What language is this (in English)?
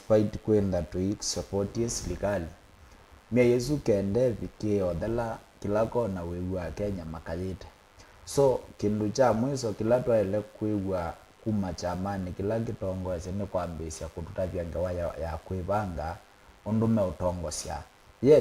Kamba